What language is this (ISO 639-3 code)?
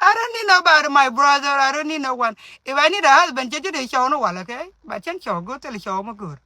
nus